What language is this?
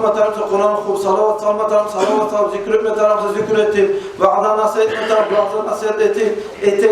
Kumyk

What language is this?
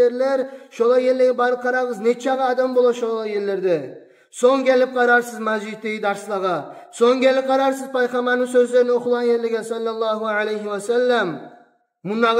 Kumyk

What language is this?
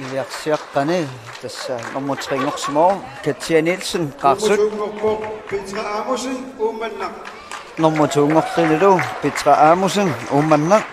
Kalaallisut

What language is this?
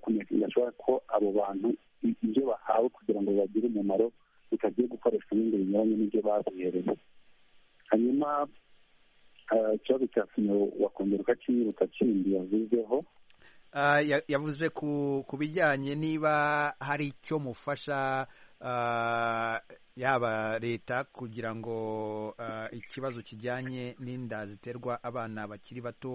Kinyarwanda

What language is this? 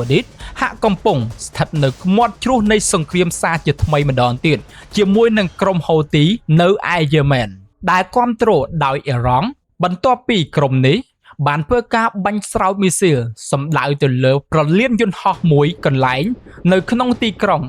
Khmer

